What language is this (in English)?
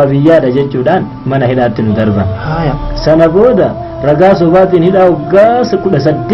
Oromo